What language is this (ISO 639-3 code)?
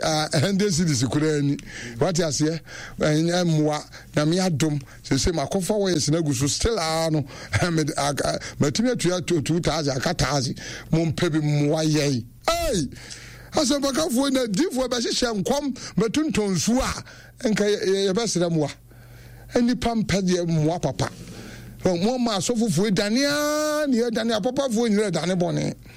aka